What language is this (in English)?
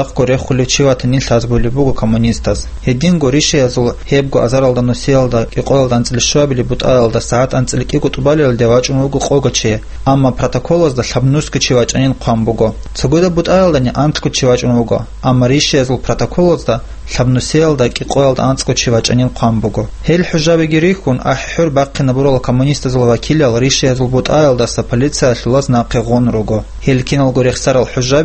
Avaric